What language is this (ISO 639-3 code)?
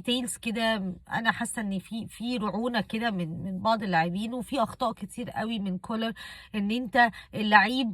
arz